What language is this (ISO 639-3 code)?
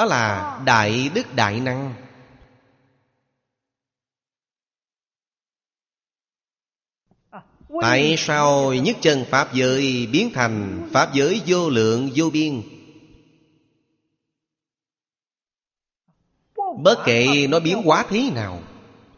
vie